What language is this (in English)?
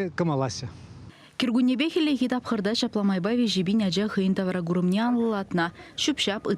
Chuvash